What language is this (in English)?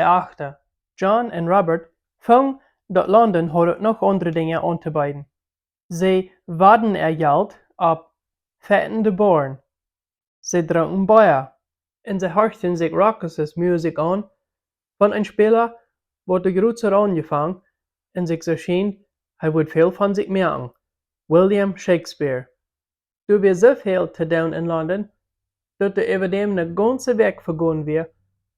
Plautdietsch